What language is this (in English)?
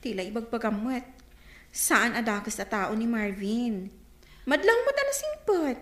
Iloko